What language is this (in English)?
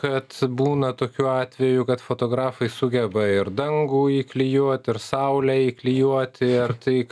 Lithuanian